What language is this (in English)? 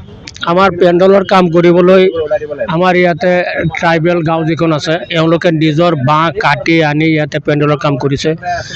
Assamese